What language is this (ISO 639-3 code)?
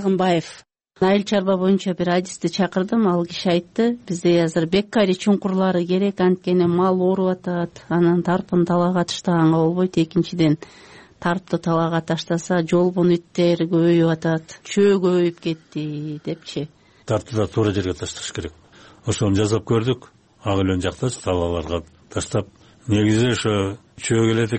kir